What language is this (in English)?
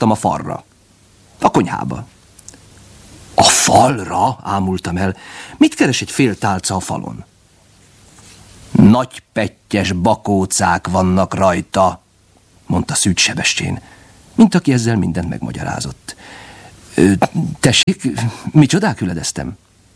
Hungarian